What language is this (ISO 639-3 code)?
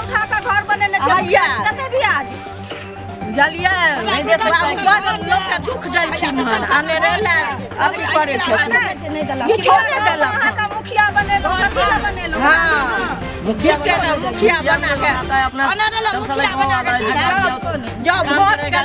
mai